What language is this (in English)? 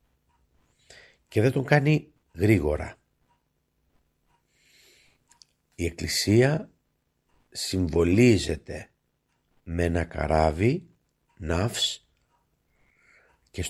Greek